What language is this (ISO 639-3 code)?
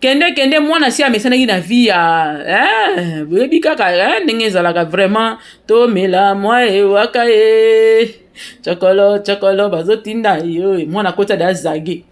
lin